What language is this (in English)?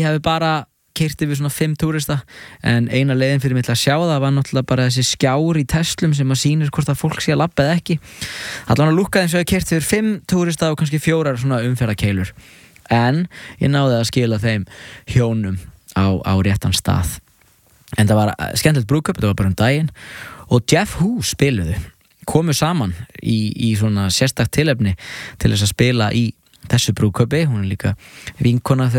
Icelandic